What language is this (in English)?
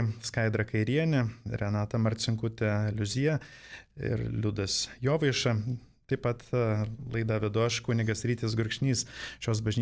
Lithuanian